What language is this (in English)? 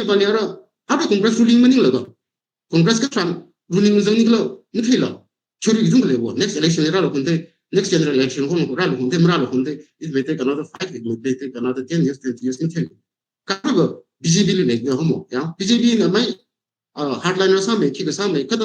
Tangkhul Naga (India)